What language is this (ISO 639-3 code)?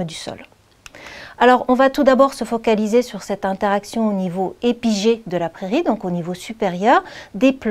fra